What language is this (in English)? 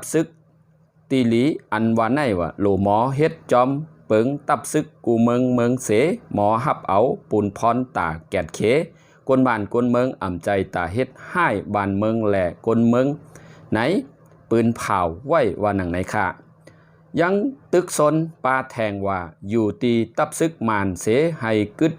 Shan